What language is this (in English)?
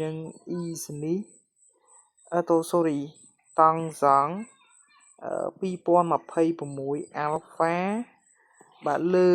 Khmer